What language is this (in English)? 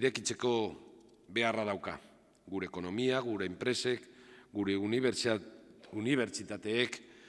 Basque